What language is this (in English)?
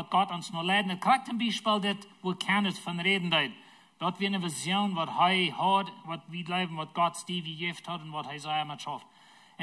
Plautdietsch